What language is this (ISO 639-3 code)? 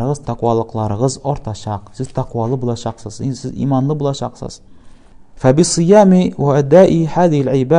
tat